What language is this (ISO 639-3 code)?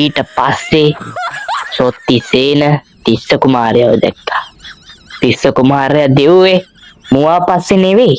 sin